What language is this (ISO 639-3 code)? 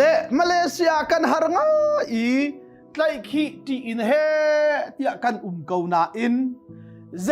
cnh